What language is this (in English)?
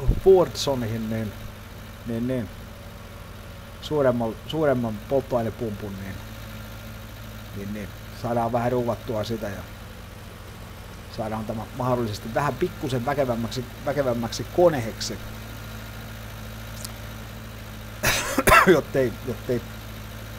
Finnish